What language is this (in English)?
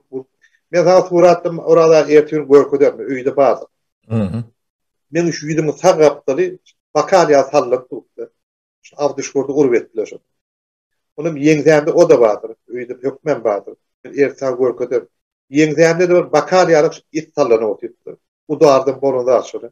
Turkmen